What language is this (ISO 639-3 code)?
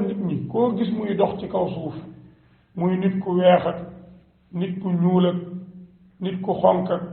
wol